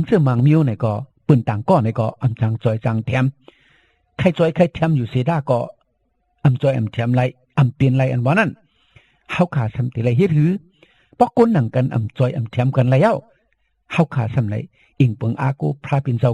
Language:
Shan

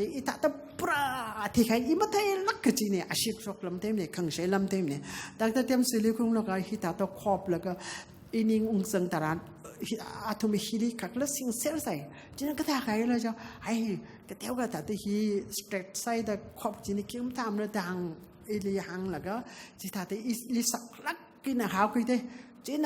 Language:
Tangkhul Naga (India)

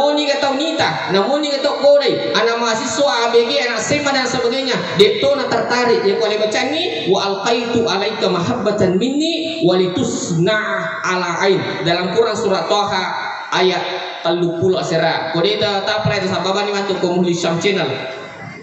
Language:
Buginese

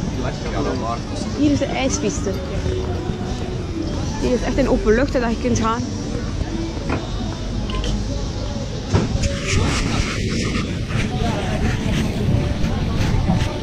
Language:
Dutch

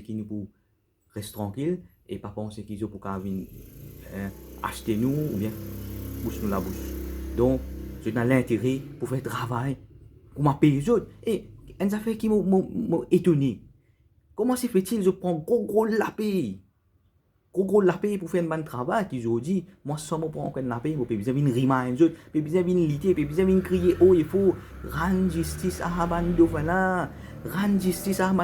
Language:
Morisyen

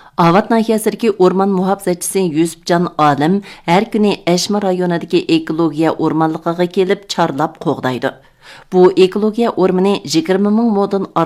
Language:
Uyghur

